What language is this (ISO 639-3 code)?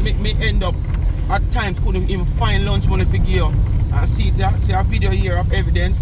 jam